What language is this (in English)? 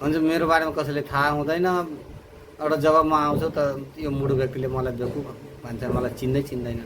Nepali